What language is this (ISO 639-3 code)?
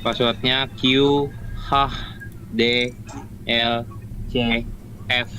bjn